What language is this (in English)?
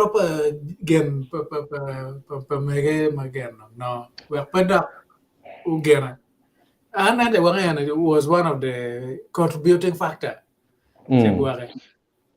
Acoli